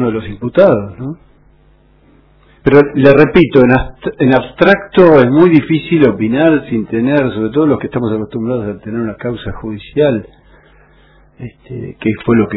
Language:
Spanish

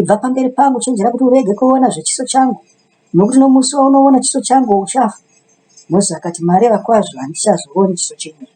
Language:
Shona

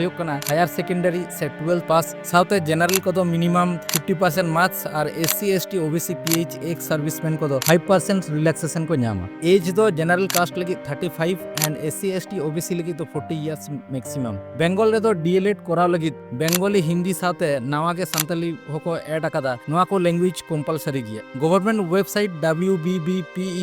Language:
Santali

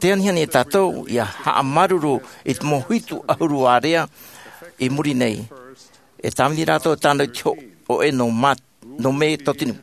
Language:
Tahitian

